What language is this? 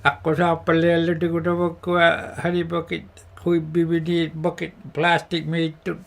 Inuktitut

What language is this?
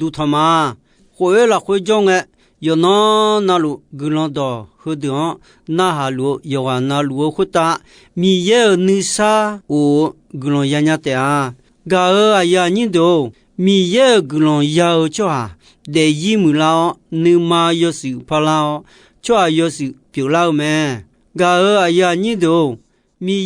Akha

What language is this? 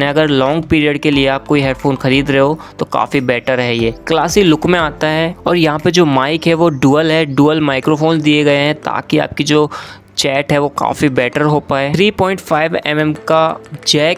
Hindi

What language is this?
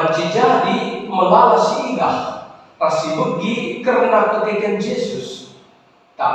Batak Karo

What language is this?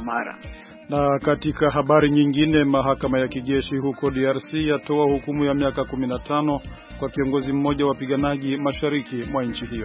Swahili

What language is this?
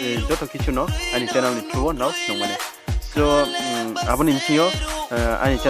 Riang (India)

